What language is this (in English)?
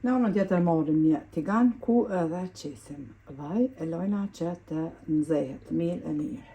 Albanian